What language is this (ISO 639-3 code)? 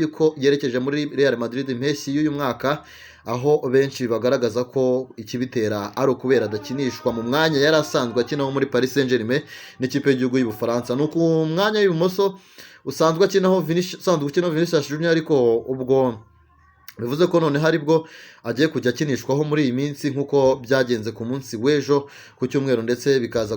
kin